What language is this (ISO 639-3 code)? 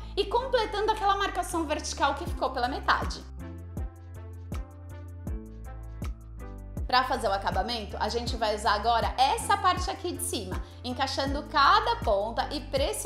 por